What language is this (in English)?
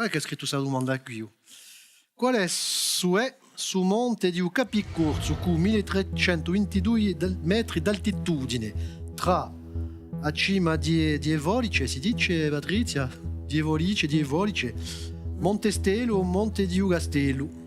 Corsican